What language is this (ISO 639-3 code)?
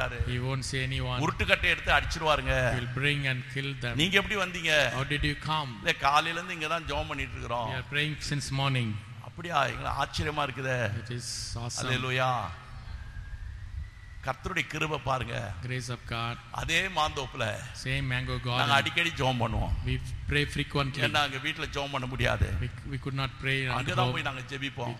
tam